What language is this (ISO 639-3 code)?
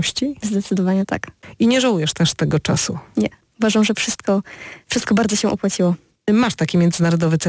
pol